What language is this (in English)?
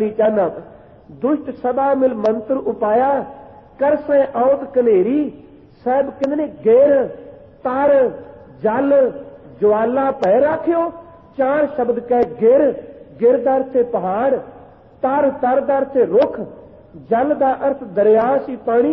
Punjabi